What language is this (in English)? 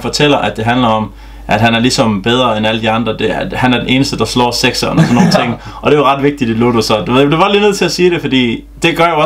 Danish